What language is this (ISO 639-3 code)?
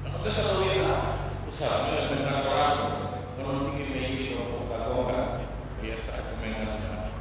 fuf